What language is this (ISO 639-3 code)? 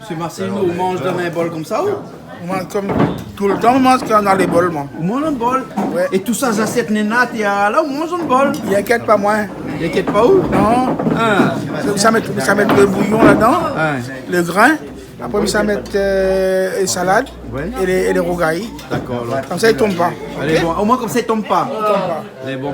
rcf